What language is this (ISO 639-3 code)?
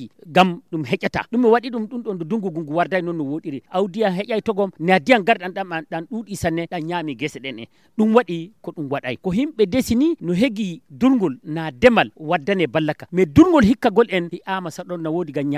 ful